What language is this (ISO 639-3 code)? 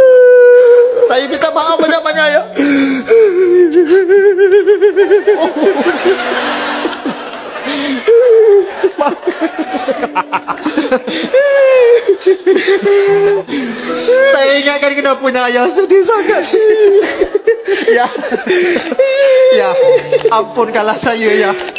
msa